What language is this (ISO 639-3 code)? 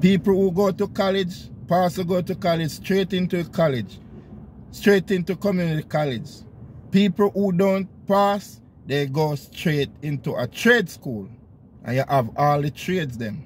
jam